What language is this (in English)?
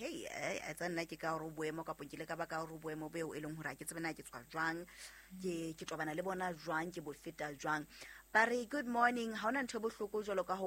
Southern Sotho